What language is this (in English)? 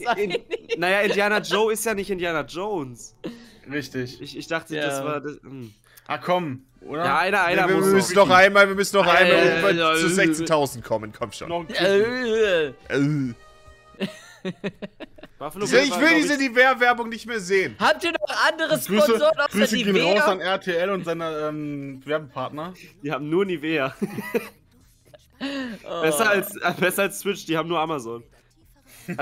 German